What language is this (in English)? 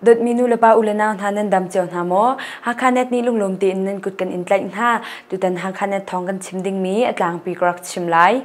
Hakha Chin